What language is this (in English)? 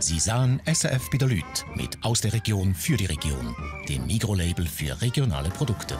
Swiss German